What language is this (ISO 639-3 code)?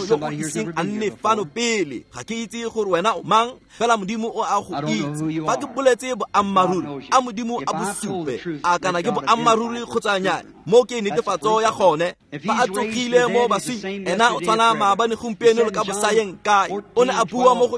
tsn